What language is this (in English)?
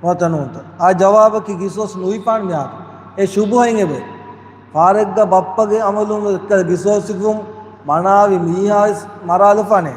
Divehi